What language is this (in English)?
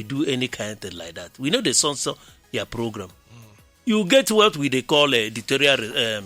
Nigerian Pidgin